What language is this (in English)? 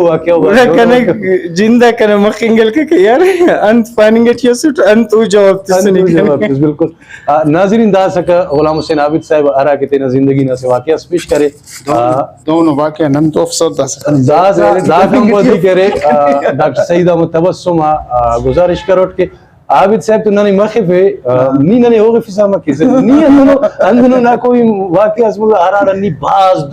Brahui